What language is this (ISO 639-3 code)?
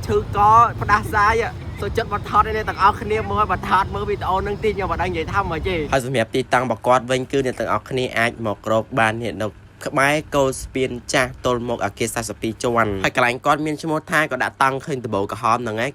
khm